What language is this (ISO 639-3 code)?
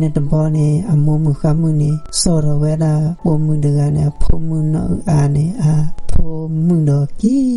ksw